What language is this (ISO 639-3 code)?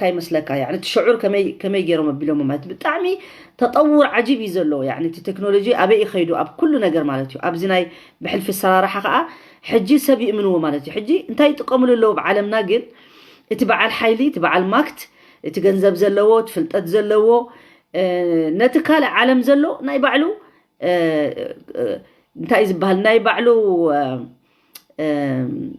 tir